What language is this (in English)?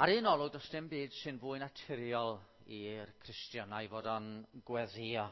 Welsh